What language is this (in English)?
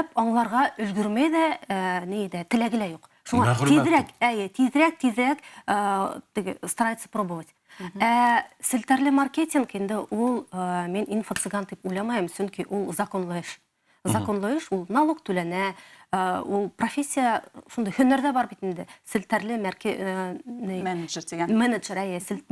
Bashkir